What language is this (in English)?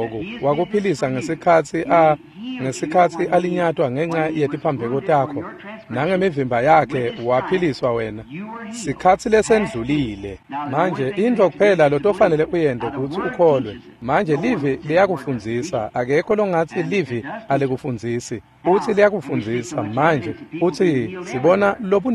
Swati